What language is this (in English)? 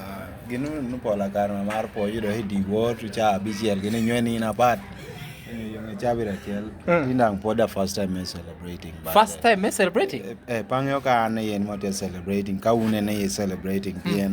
Lango (Uganda)